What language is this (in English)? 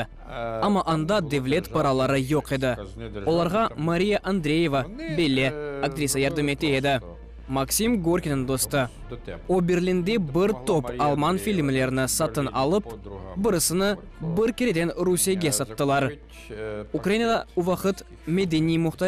Crimean Tatar